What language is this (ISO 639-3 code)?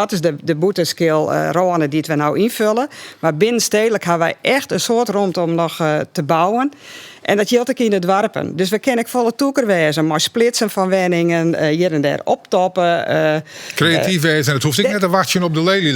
fry